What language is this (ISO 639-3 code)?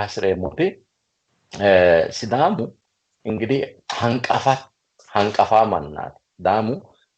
sid